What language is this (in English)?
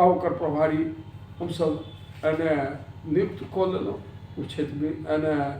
Maithili